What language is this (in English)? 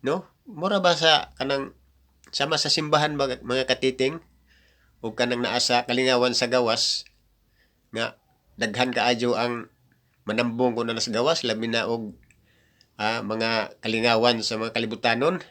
Cebuano